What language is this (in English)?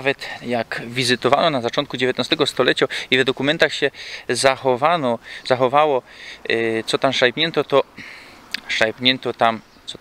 Silesian